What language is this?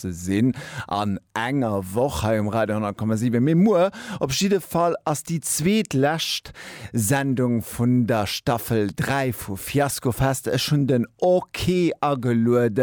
Luxembourgish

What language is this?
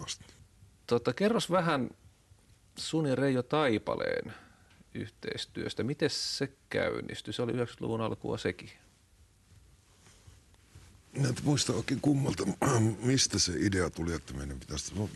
Finnish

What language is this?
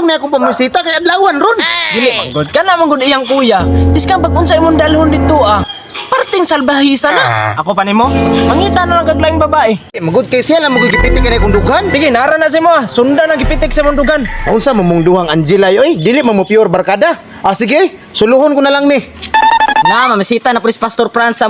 Cebuano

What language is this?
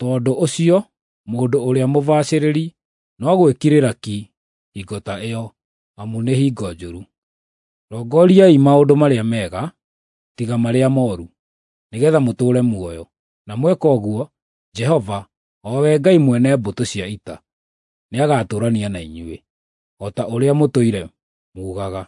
Kikuyu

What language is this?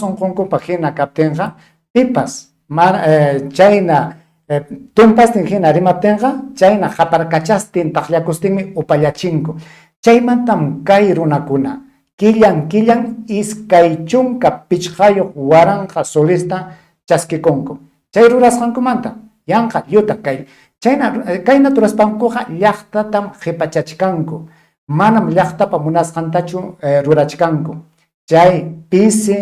Ayacucho Quechua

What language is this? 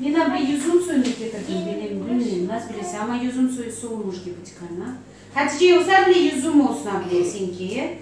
Crimean Tatar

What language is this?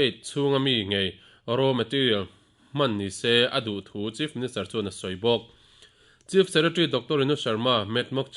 Mizo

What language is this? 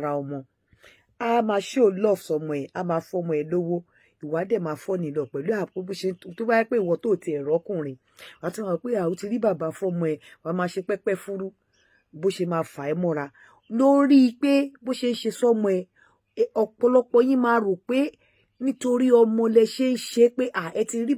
Yoruba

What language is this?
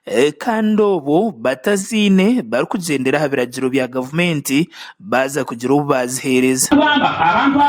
Nyankole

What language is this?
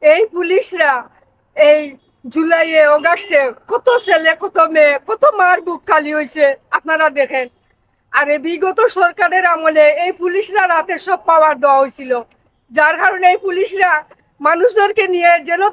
Sylheti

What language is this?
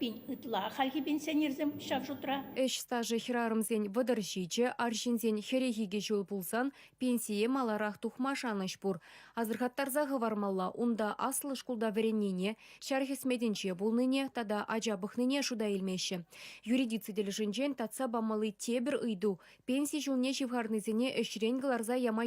Chuvash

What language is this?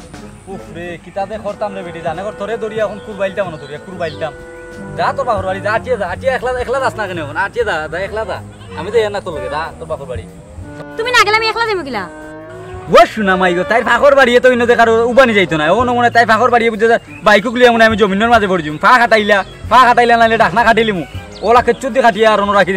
Sylheti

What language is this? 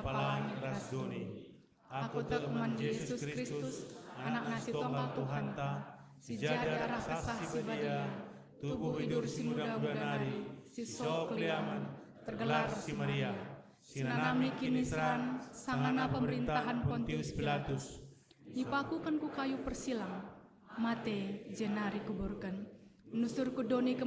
Batak Karo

